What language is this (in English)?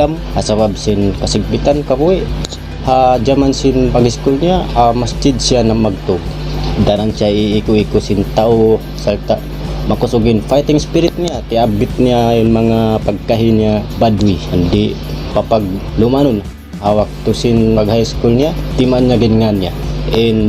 Tausug